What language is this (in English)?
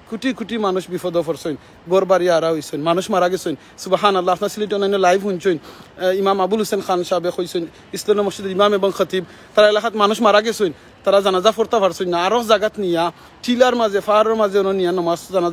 Sylheti